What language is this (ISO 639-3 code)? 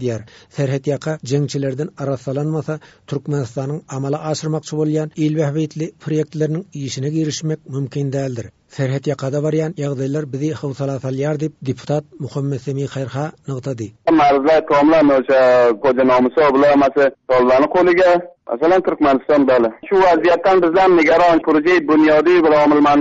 tuk